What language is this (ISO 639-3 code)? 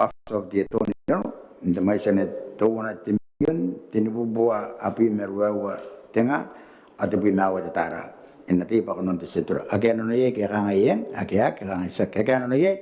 gil